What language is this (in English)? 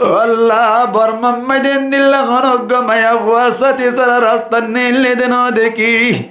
Rohingya